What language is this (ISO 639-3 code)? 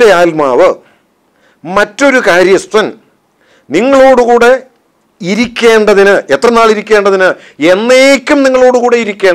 mal